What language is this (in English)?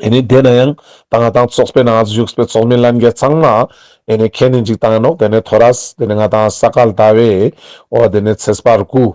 Ladakhi